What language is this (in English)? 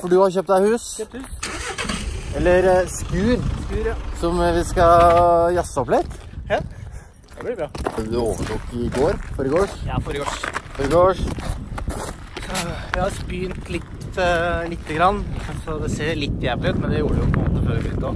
Norwegian